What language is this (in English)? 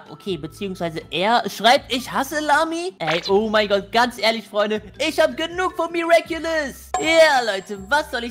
German